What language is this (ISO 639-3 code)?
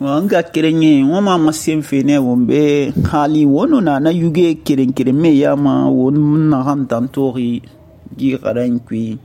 sus